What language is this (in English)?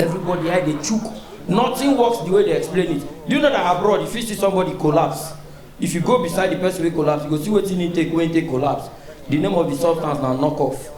Nigerian Pidgin